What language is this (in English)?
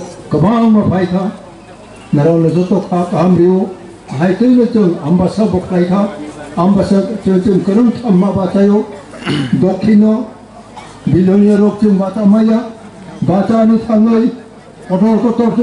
Kok Borok